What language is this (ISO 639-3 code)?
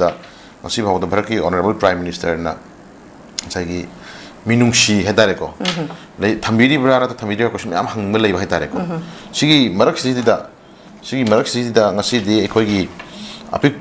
mni